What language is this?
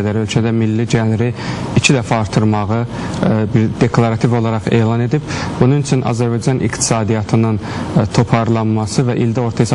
Azerbaijani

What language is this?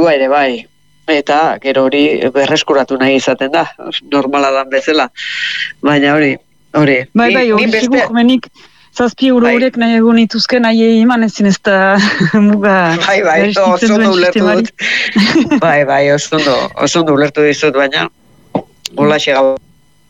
Basque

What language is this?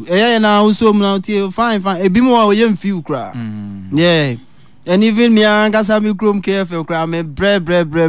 Akan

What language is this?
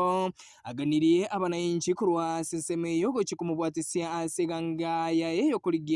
Gusii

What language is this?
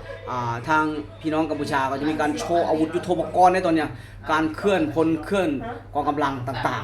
Lao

